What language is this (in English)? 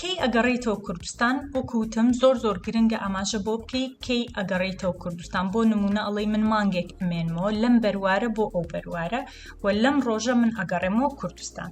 Central Kurdish